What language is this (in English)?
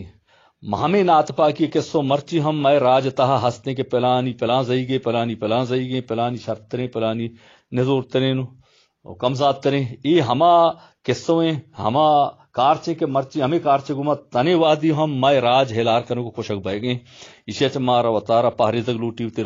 Baluchi